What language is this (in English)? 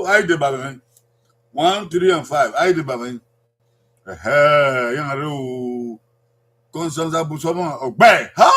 Bini